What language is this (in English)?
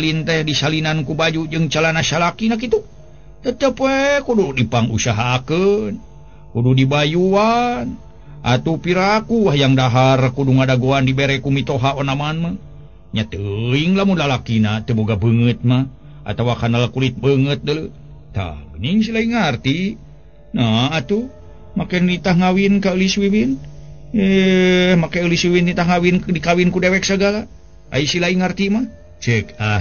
Sundanese